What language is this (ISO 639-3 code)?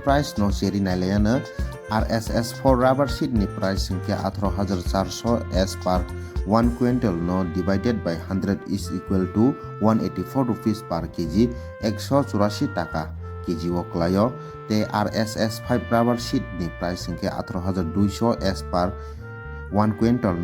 trp